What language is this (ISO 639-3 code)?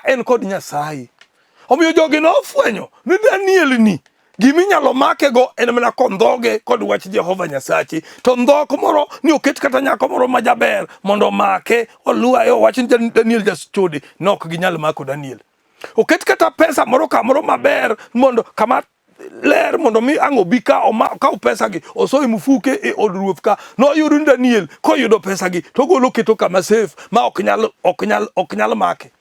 luo